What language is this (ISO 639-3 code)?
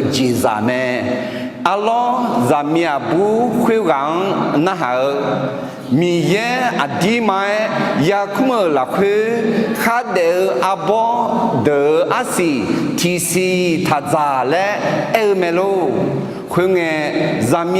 ahk